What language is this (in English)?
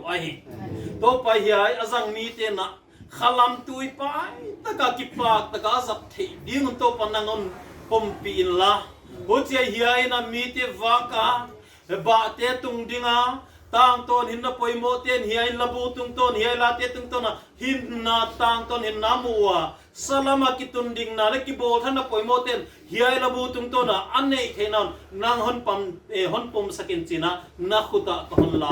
Tedim Chin